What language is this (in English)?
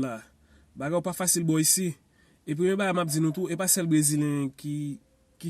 Haitian Creole